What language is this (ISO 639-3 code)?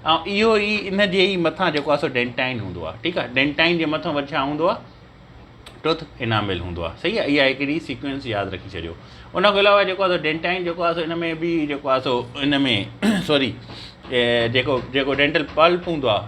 snd